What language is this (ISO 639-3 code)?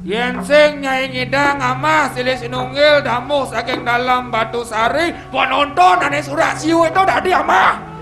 ban